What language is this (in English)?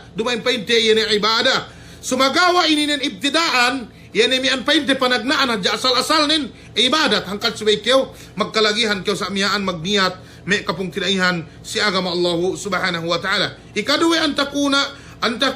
Yakan